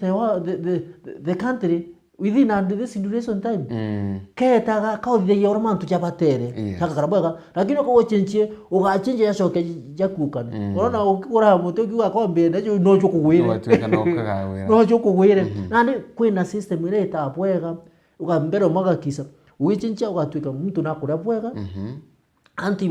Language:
Meru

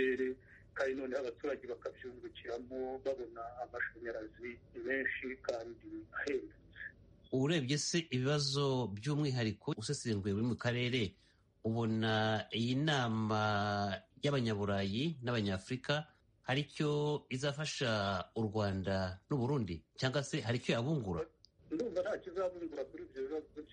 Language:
Kinyarwanda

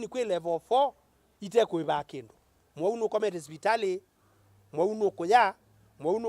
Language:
Kamba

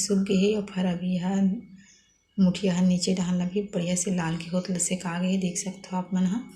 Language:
Chhattisgarhi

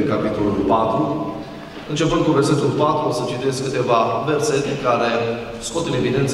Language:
Romanian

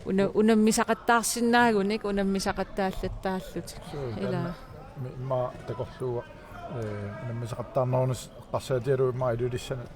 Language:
Kalaallisut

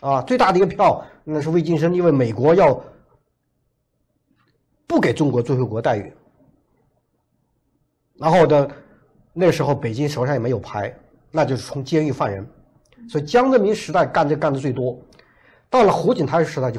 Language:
Chinese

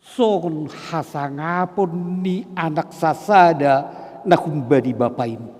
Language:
Batak Simalungun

